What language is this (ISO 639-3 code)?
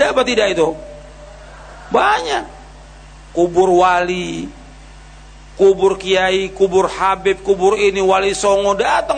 ind